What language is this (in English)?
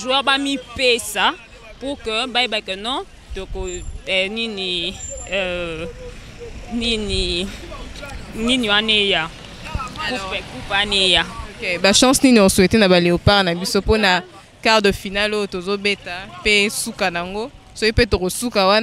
Lingala